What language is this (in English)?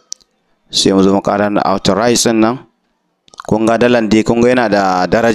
Hausa